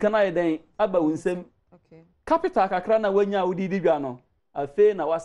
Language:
Akan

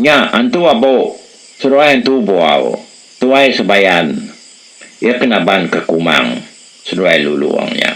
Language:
Iban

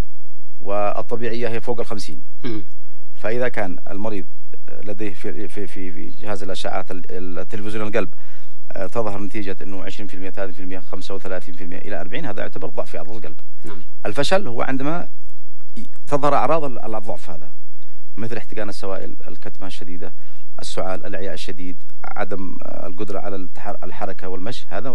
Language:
Arabic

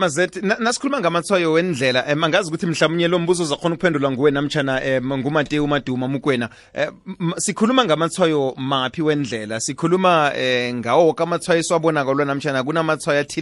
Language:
South Ndebele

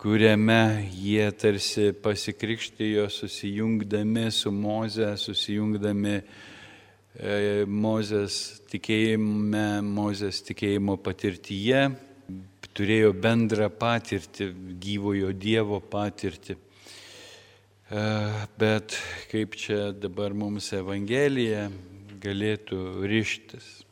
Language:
Lithuanian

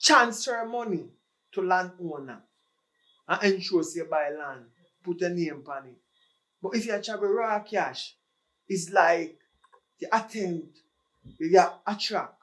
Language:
Jamaican Creole English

